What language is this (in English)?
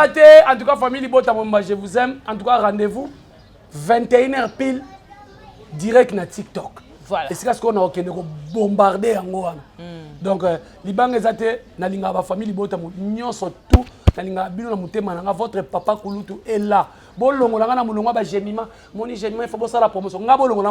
Lingala